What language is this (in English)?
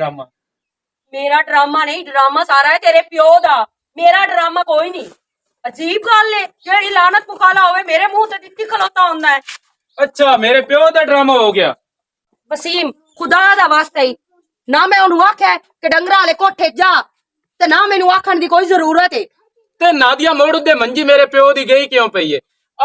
Western Panjabi